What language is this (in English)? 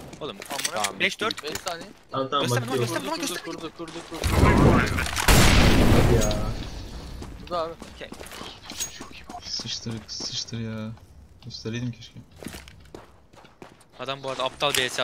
Turkish